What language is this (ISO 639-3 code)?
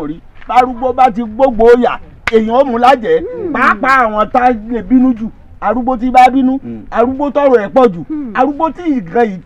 yor